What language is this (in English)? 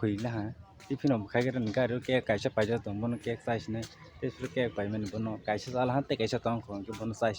Kok Borok